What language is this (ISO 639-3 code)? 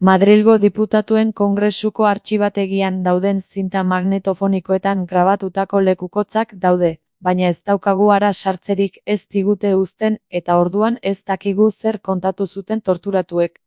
eus